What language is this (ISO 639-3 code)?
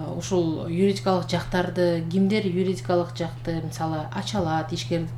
kir